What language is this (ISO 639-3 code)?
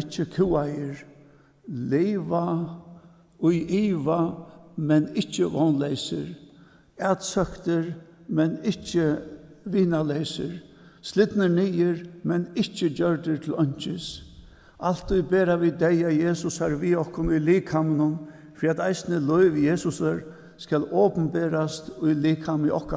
fao